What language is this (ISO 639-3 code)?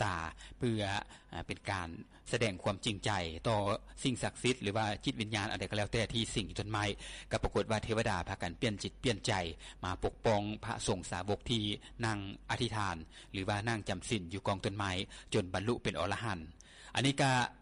lao